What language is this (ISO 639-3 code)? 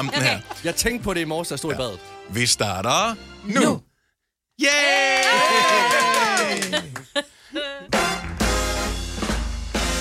dan